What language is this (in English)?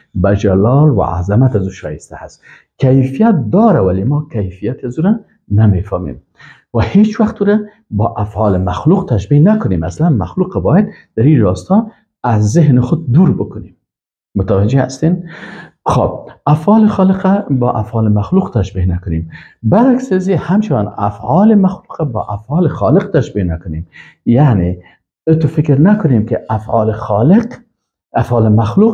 Persian